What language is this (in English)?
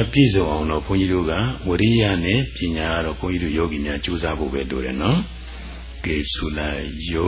Burmese